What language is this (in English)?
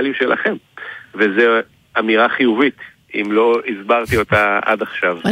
Hebrew